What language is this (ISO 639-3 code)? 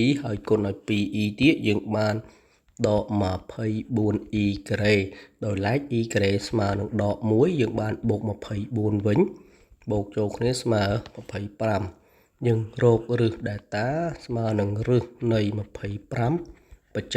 khm